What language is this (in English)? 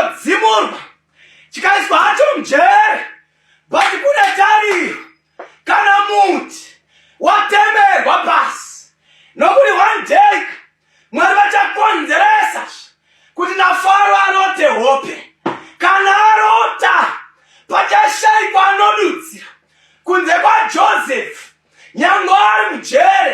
Shona